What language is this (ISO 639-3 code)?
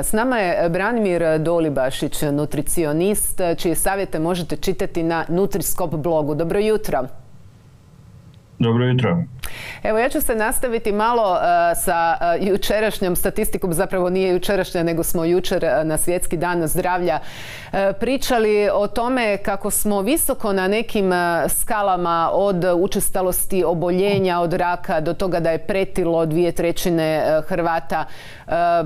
hrv